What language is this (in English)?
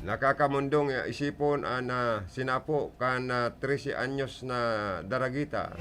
Bikol